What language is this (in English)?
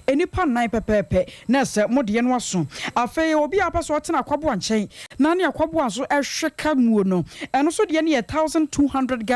Akan